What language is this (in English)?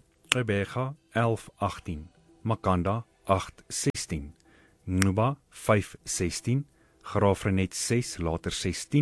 Afrikaans